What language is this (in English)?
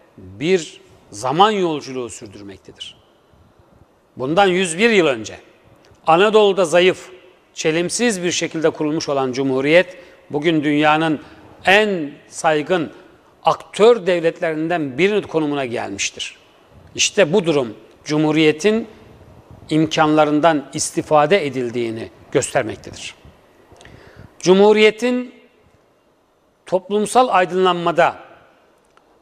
Turkish